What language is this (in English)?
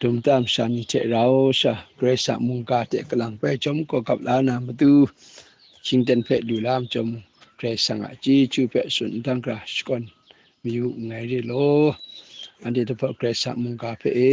Kachin